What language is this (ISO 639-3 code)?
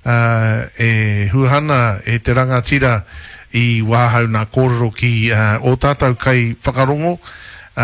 mri